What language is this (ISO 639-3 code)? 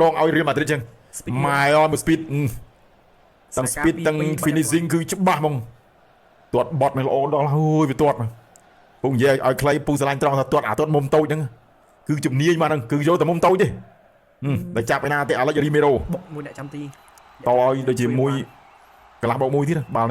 khm